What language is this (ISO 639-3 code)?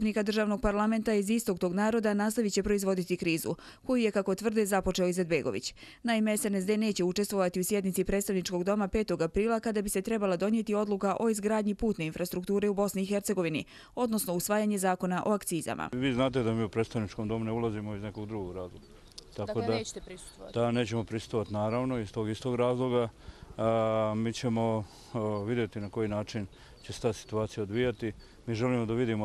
bos